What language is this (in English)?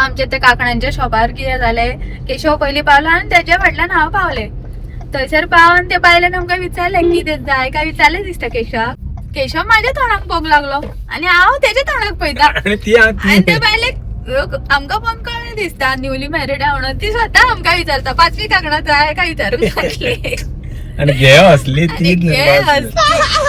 Konkani